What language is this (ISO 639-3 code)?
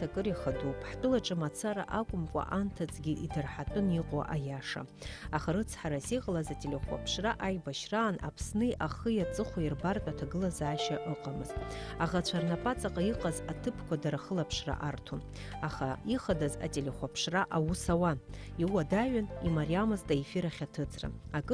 abk